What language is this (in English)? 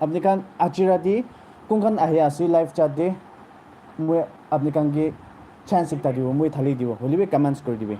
Naga Pidgin